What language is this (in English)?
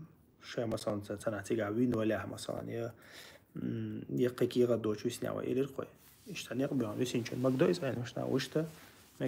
Chechen